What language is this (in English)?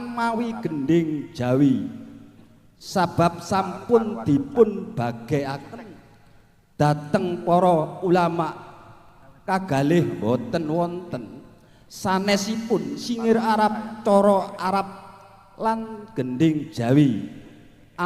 Javanese